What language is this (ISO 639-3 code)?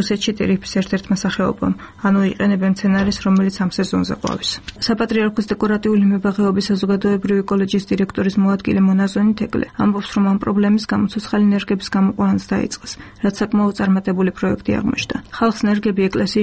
kat